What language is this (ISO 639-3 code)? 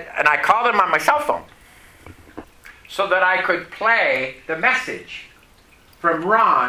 eng